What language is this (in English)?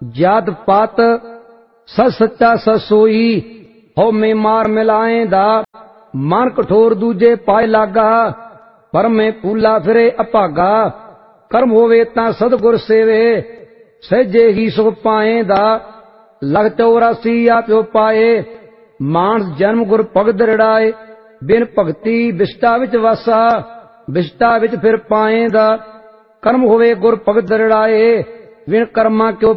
Punjabi